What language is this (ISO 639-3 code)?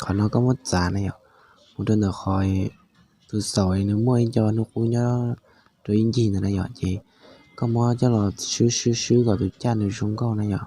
hmn